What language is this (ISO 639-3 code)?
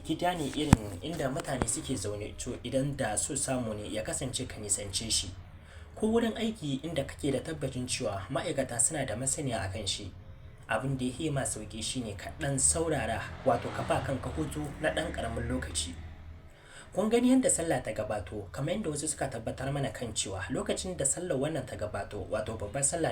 hau